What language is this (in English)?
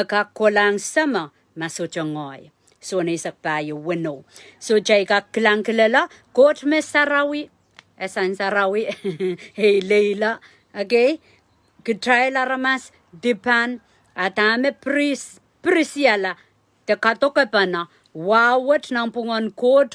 Pohnpeian